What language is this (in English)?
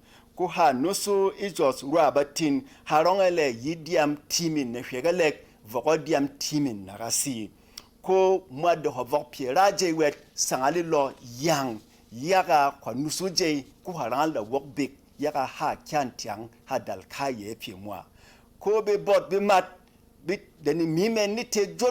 Berom